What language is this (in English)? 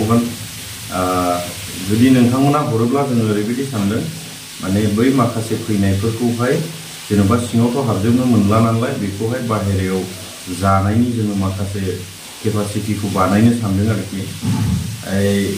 Bodo